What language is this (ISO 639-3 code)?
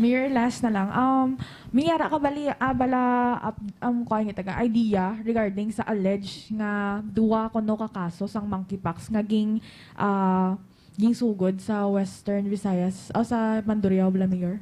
hil